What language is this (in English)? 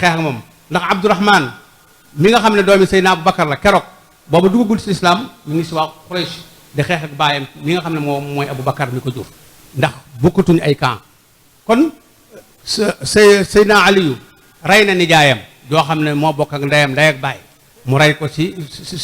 Wolof